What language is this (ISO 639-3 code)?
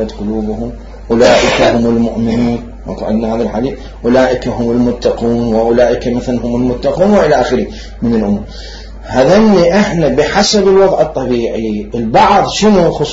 acm